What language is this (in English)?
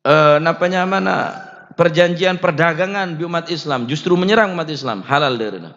Madurese